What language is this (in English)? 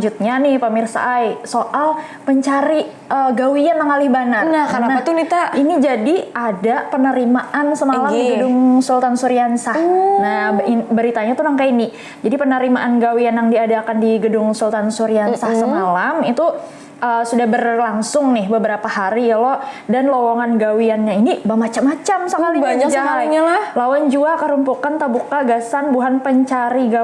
Banjar